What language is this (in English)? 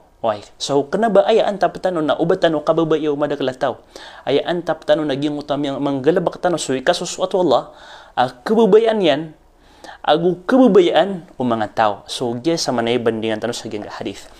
Maranao